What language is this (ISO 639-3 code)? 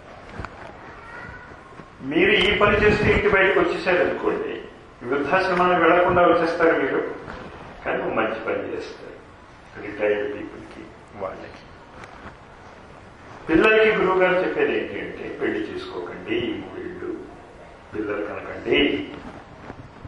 tel